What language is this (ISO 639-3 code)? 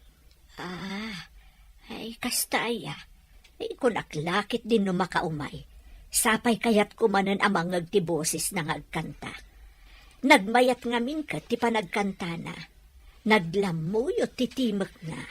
ilo